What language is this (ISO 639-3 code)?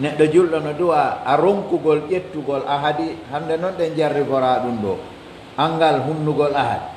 fuf